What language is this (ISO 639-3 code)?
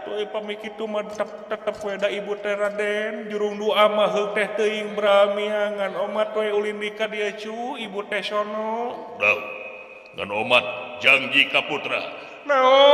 sun